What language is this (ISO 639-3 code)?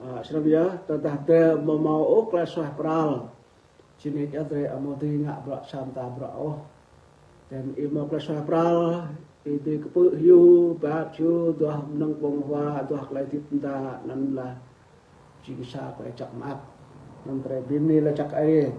rad